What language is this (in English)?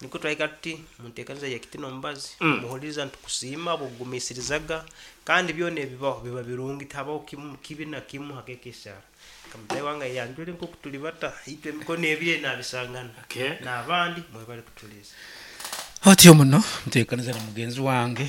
Nyankole